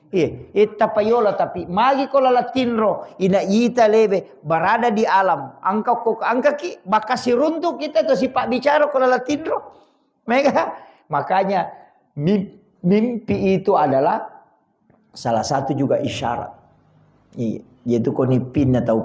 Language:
Buginese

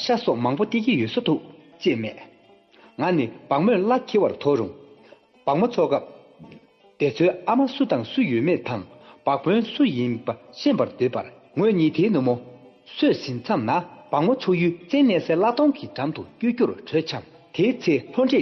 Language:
Tibetan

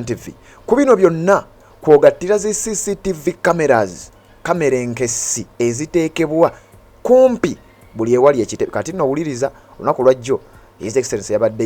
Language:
Ganda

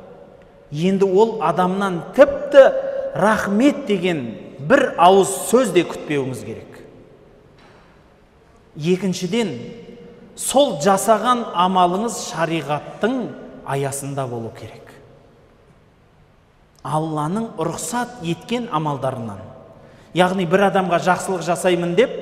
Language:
Kazakh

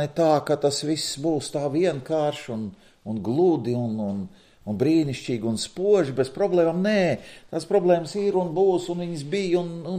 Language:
Latvian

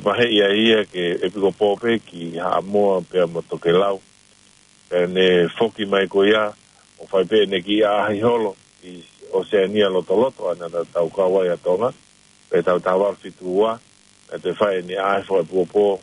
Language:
Tongan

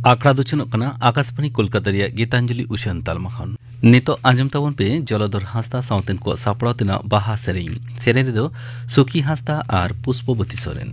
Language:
Santali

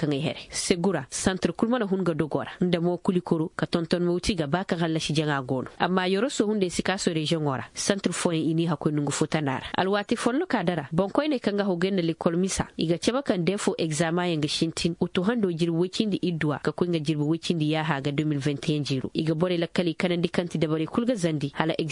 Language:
Koyraboro Senni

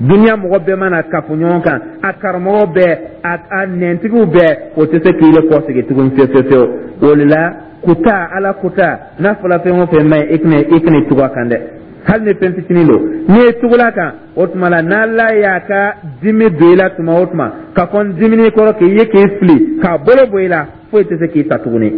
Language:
Dyula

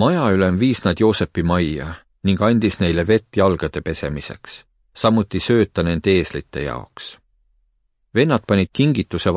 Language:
Estonian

